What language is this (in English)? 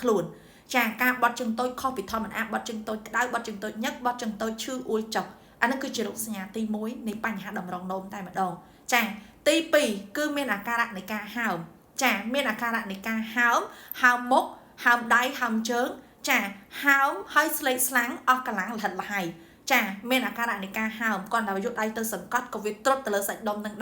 Khmer